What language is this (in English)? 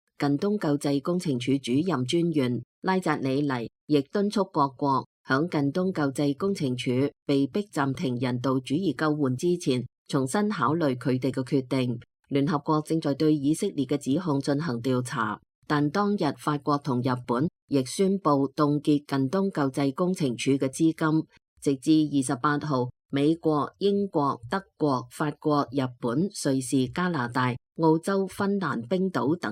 Cantonese